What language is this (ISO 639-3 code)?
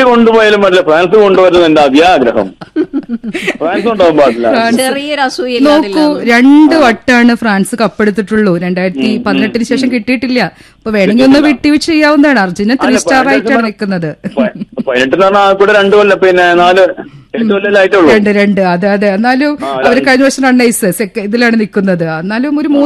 mal